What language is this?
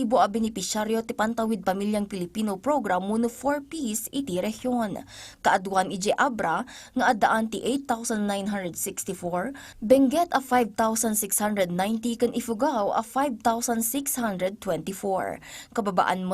Iloko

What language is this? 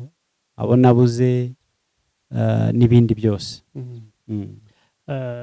Kinyarwanda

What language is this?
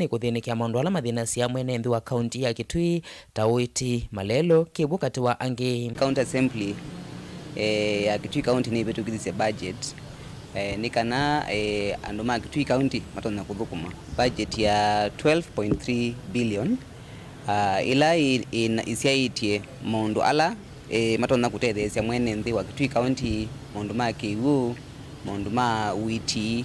Kamba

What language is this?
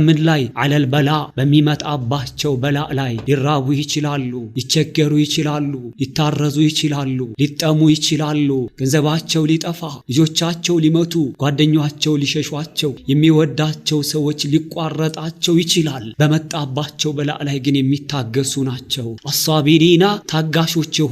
Amharic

